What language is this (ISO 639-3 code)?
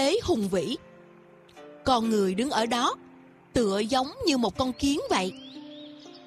vie